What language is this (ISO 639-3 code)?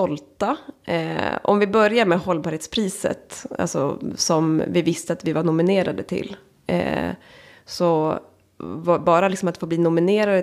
swe